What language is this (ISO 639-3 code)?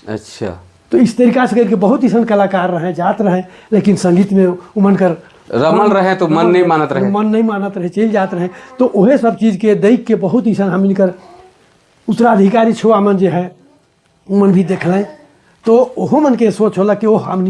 sck